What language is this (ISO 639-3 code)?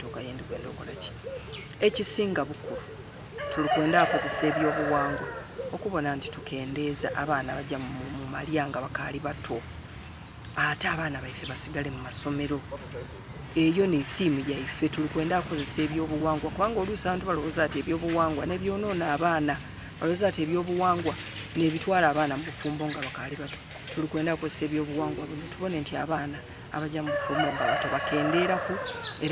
xog